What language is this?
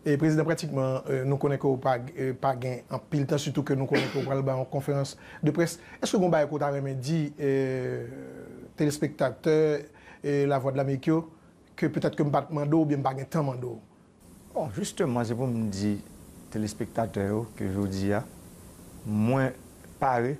Haitian Creole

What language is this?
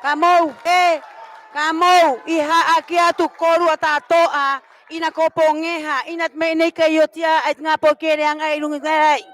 Rapanui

